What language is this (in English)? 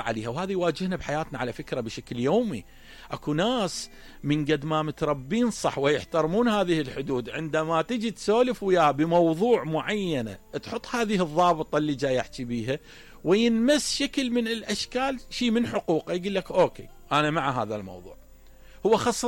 Mesopotamian Arabic